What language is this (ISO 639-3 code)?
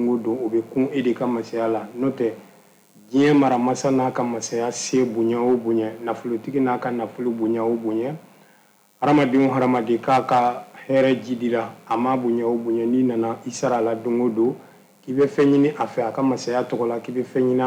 bam